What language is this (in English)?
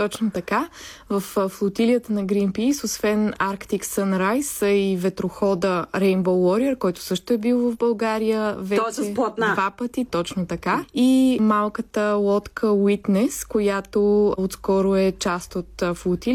Bulgarian